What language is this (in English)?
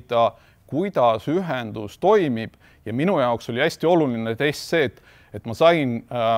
Estonian